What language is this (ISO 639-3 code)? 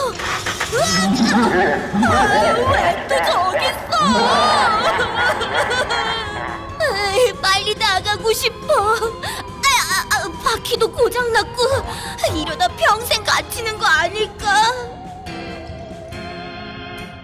kor